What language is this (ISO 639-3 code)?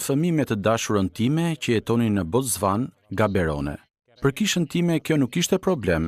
sqi